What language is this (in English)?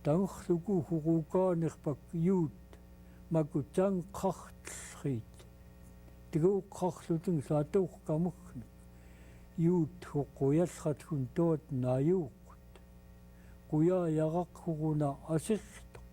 Central Yupik